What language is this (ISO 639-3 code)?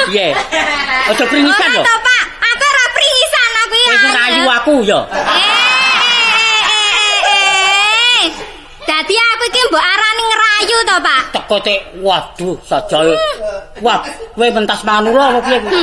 jav